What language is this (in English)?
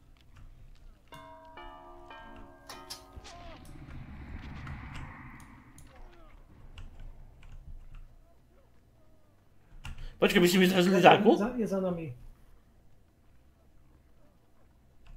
Slovak